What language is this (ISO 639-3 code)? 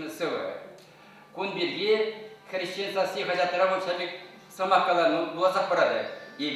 chv